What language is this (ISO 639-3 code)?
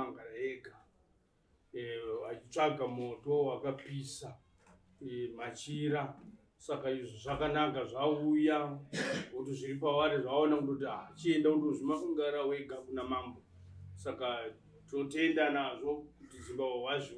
sna